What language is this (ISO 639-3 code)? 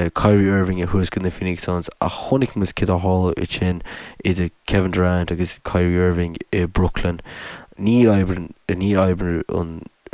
gle